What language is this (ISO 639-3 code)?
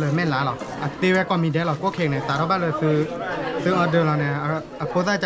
ksw